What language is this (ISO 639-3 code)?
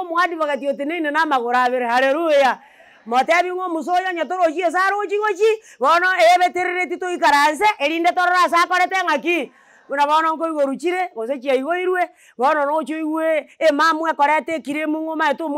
guz